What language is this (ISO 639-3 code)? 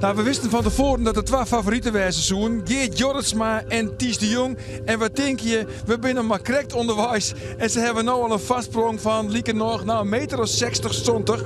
fry